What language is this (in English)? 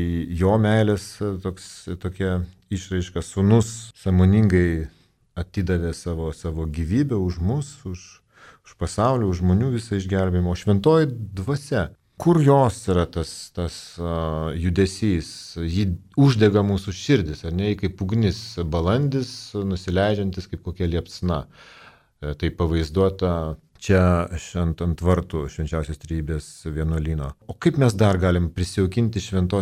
Lithuanian